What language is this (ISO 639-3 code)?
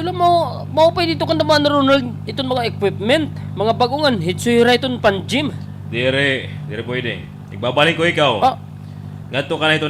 war